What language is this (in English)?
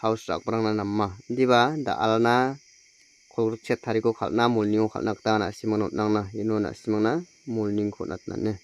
Garo